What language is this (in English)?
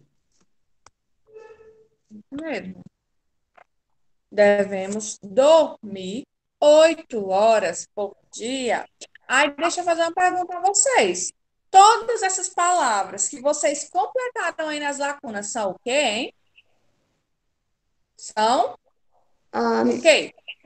Portuguese